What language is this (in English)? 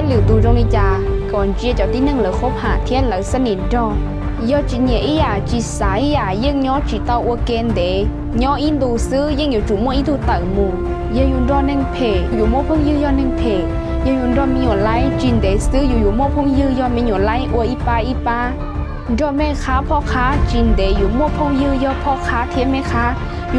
Hmong